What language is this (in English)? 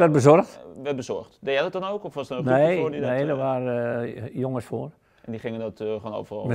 Dutch